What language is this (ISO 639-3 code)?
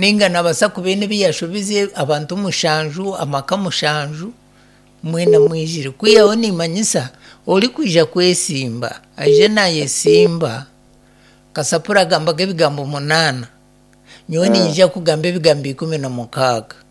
nyn